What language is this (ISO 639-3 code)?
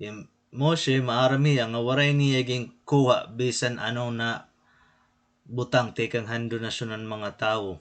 war